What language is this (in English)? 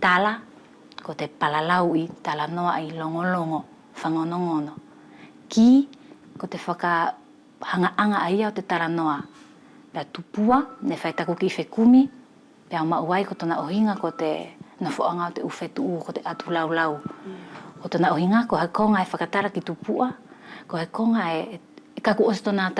Wallisian